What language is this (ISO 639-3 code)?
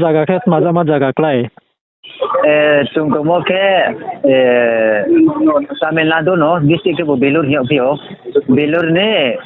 ria